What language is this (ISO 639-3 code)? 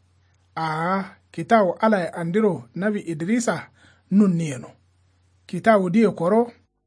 kau